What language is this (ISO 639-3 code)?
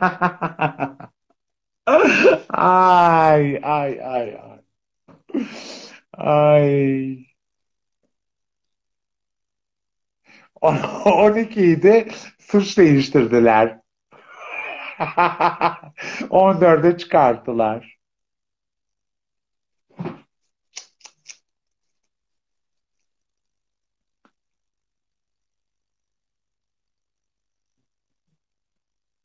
tur